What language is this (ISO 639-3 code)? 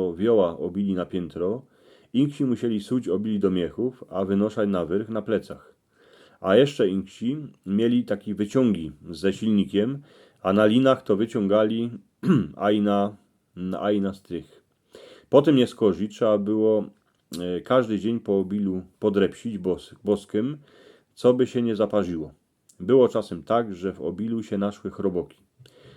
szl